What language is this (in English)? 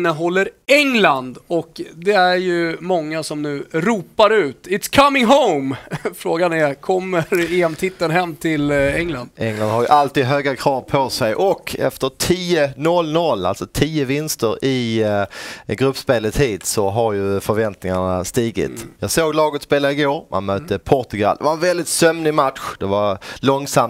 Swedish